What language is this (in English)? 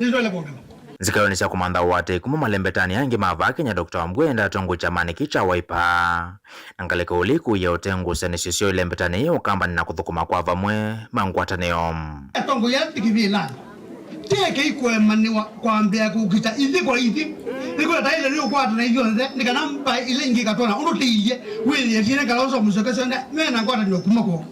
Kamba